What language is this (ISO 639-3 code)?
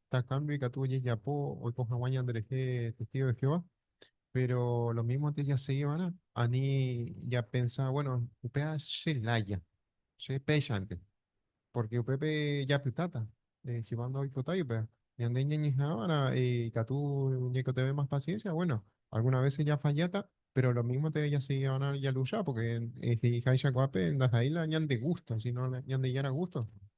grn